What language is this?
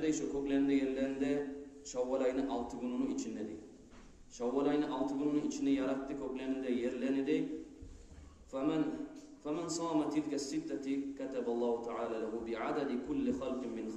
Kumyk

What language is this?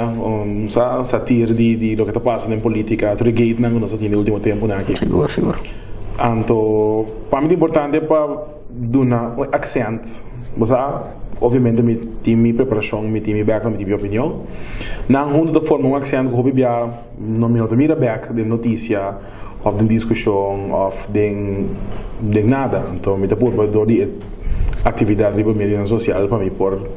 Papiamento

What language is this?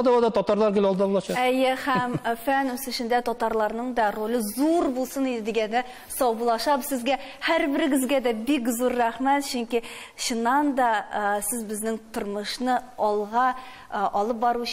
Tatar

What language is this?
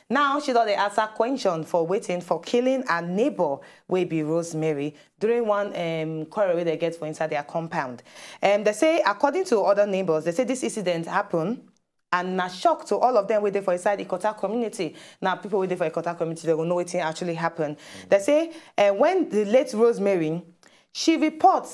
Nigerian Pidgin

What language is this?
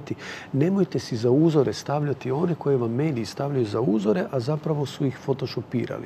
Croatian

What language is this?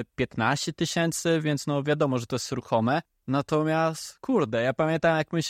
Polish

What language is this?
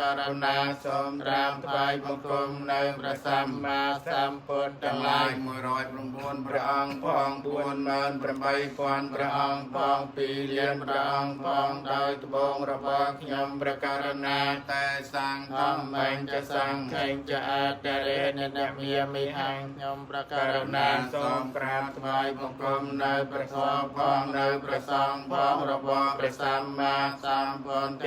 Khmer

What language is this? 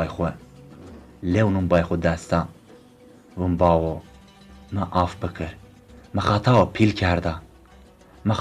Zaza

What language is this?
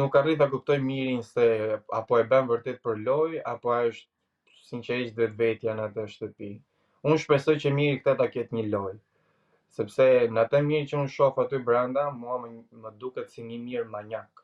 Albanian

